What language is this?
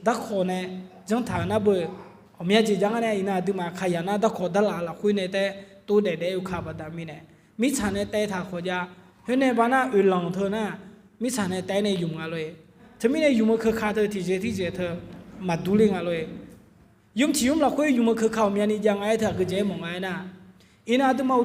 Akha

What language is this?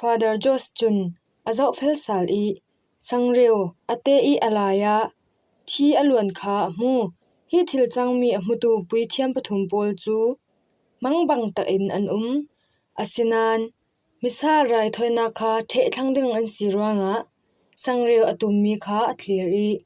Falam Chin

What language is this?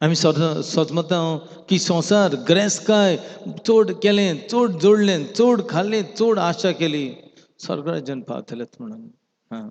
Konkani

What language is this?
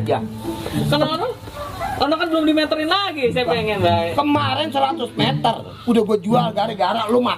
Betawi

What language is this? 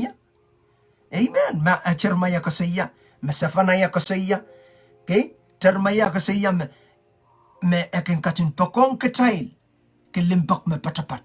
Pohnpeian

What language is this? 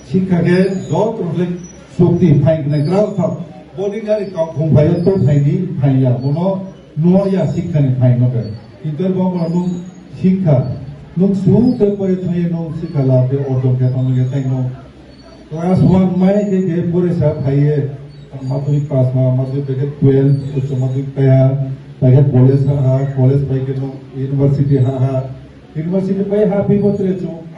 Riang (India)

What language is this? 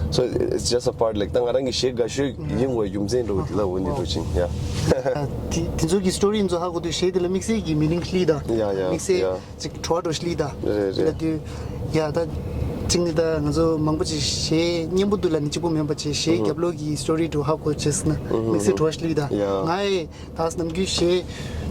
Tibetan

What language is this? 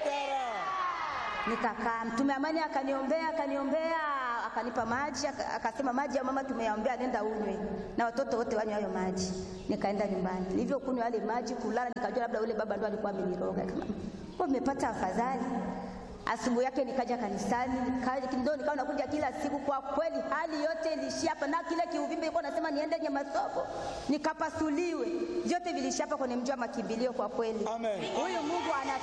Swahili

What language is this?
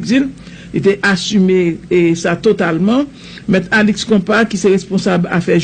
Haitian Creole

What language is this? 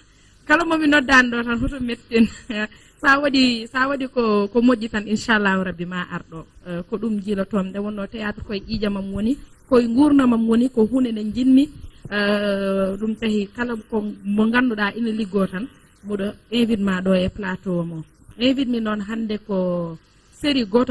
Fula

